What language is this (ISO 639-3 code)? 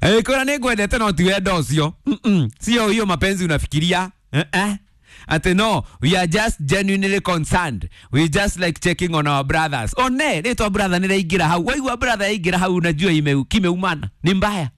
kik